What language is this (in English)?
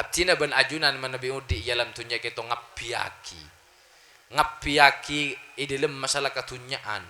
Madurese